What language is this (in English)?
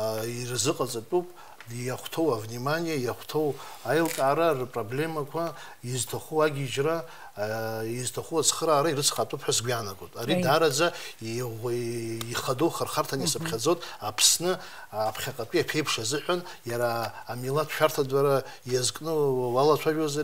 Abkhazian